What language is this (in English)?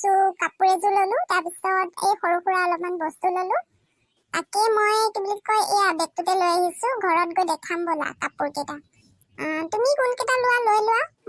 Assamese